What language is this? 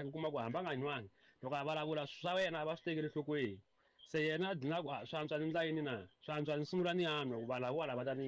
Tsonga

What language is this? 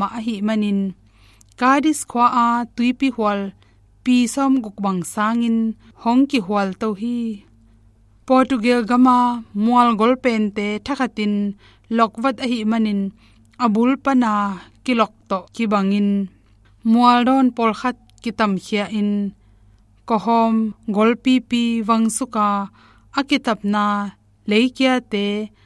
Tedim Chin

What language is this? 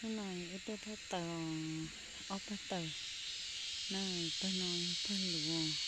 Hmong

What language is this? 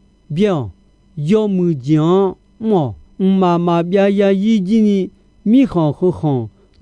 Akha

